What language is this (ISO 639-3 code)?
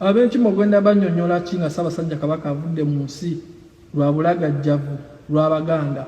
lug